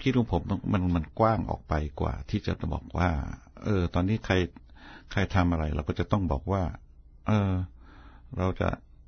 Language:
Thai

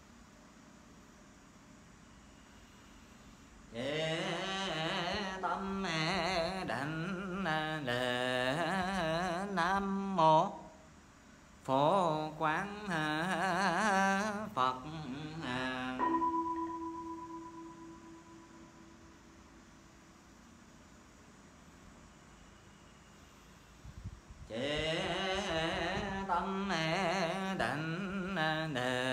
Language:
Vietnamese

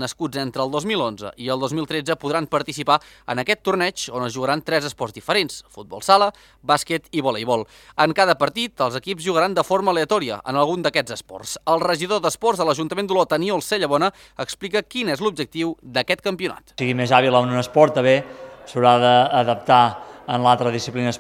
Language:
Catalan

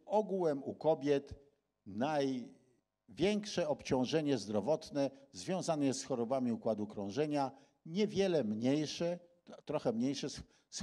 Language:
Polish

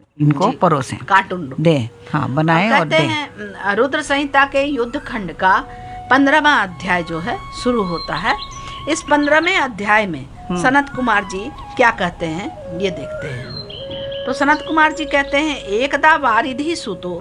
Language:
Hindi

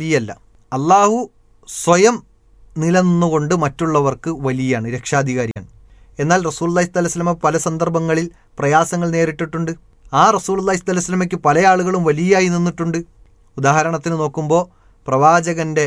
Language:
Malayalam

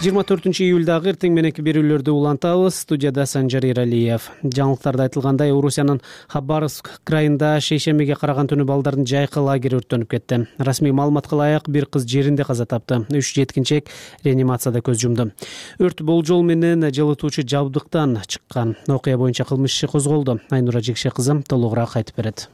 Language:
Kyrgyz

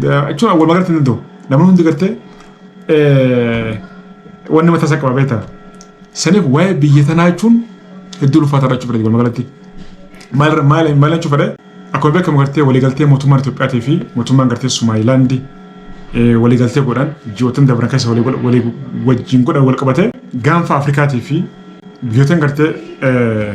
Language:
Oromo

